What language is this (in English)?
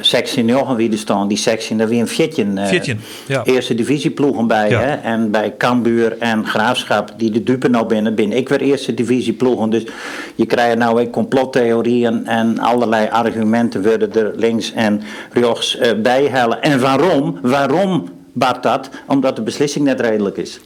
Western Frisian